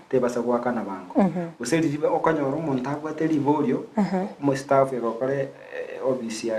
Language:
Gusii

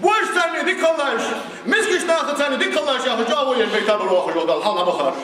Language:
Ingush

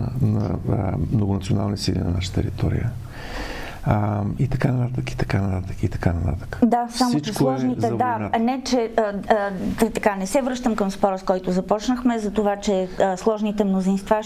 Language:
Bulgarian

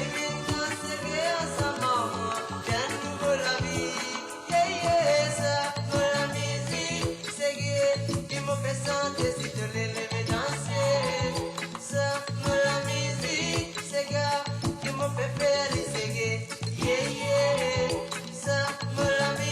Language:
Morisyen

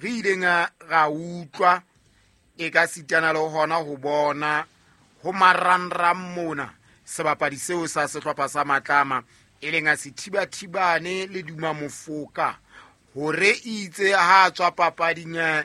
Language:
Southern Sotho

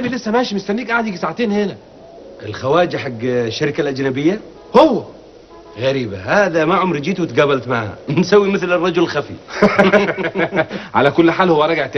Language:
Egyptian Arabic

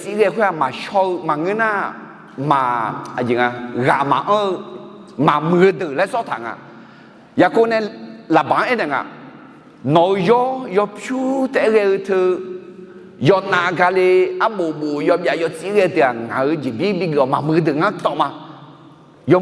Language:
Akha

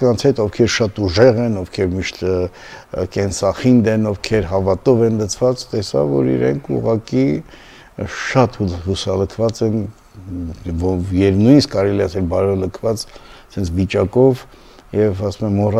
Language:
Armenian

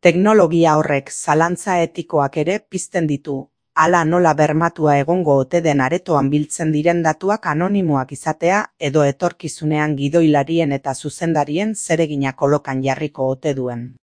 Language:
Basque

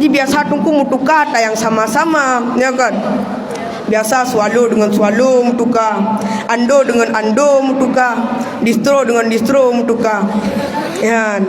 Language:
Achinese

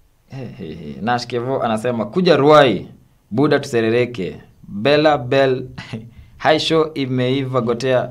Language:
Swahili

